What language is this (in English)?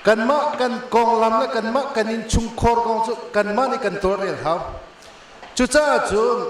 Hakha Chin